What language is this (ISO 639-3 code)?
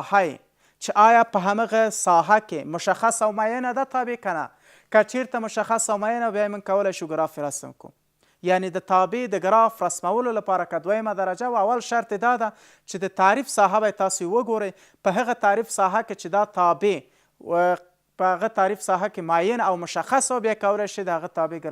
pus